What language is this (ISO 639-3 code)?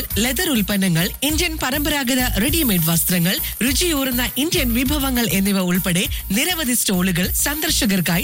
mal